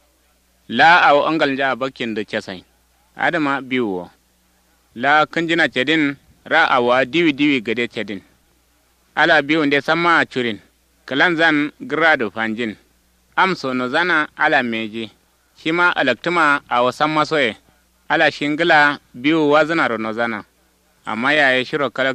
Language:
Kanuri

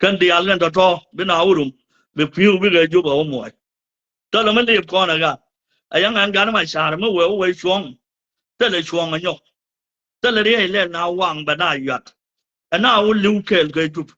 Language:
Nuer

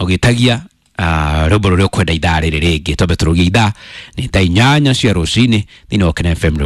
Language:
Kikuyu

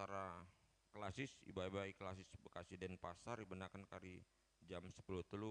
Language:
Batak Karo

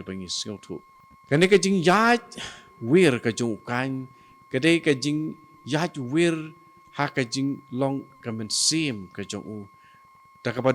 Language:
Khasi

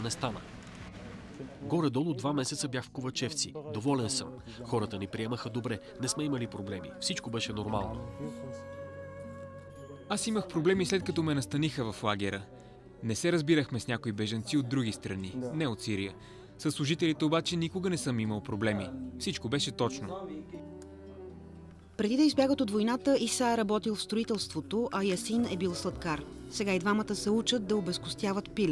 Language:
Bulgarian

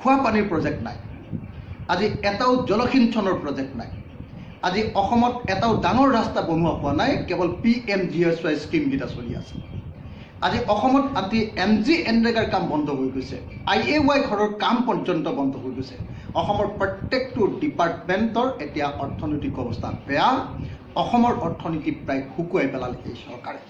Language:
Assamese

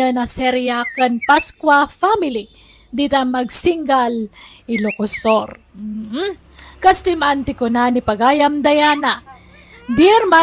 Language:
Iloko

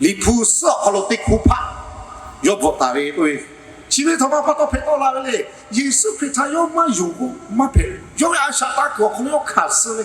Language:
Lahu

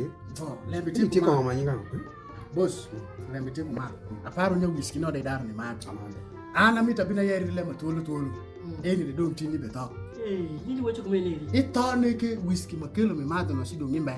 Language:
Alur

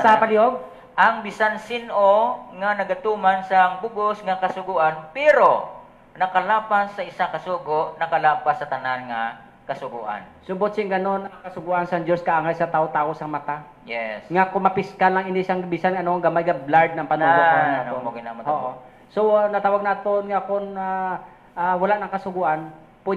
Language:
Hiligaynon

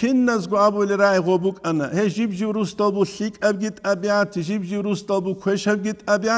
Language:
Avaric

